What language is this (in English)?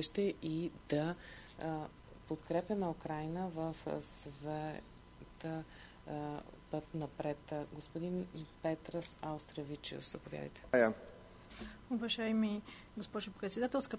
Bulgarian